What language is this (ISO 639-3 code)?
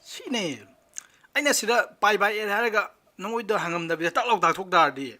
mni